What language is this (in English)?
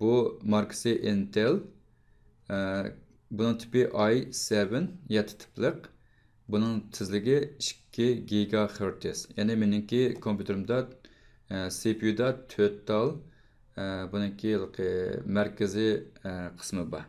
Uyghur